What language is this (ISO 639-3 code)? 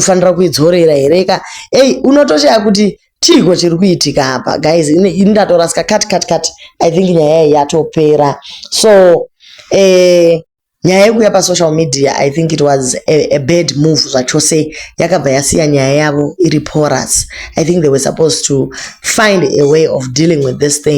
sna